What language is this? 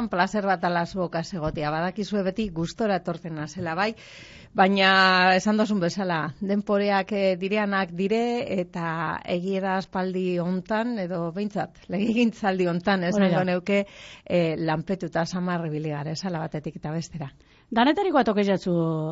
Basque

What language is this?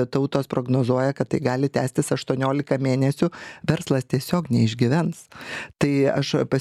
Lithuanian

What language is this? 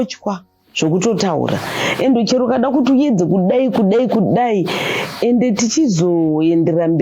Shona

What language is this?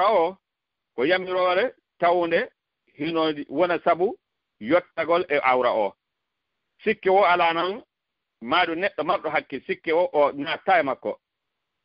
Fula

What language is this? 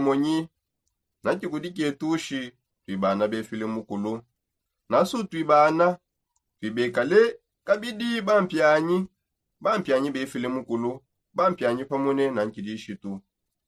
Songe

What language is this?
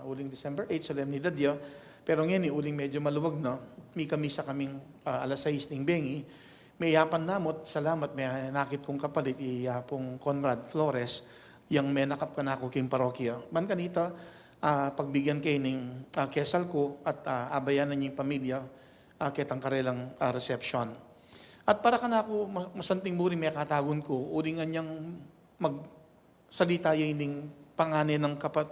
Pampanga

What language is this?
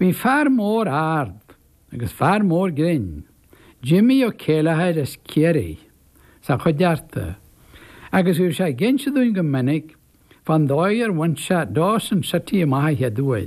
Irish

